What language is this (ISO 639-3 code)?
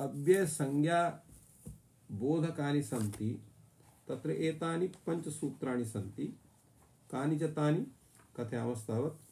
san